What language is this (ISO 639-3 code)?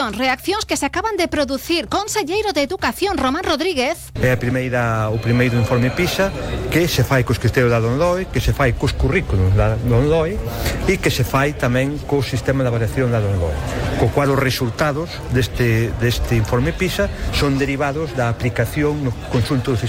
glg